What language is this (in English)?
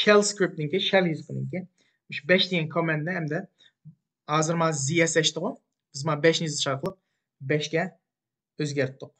Uyghur